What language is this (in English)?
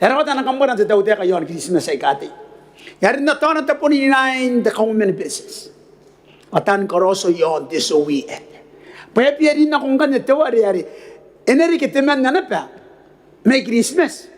Gilbertese